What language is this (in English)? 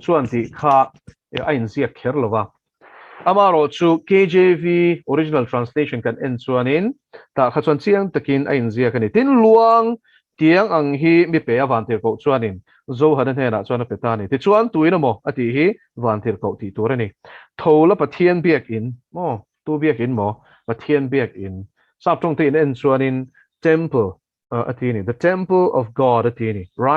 Mizo